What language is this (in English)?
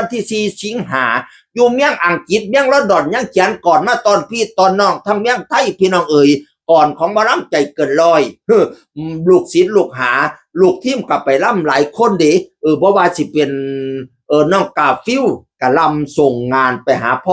Northeastern Thai